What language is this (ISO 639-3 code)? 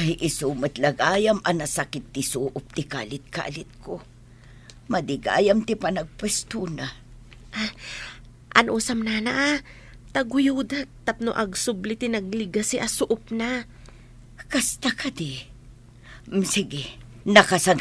ilo